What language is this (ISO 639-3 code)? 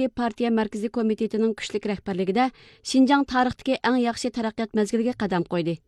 uig